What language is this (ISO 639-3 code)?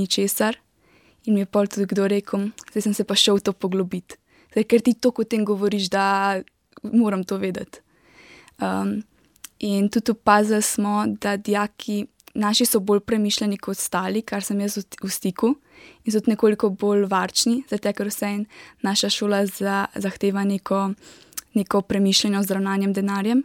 slv